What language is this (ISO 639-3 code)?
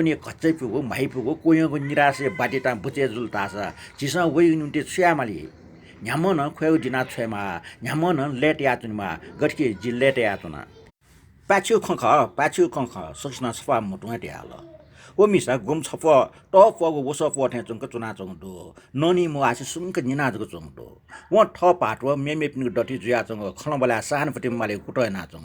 new